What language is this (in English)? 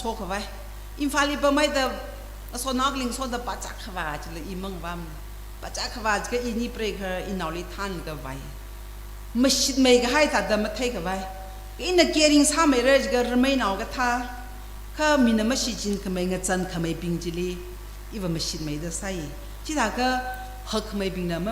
Tangkhul Naga (India)